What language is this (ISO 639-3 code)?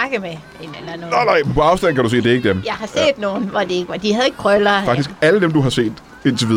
dan